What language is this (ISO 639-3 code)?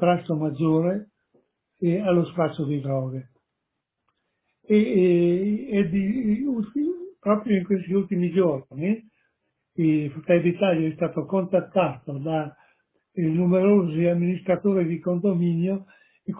ita